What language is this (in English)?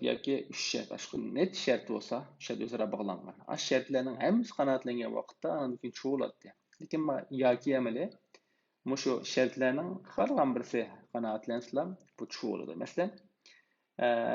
Uyghur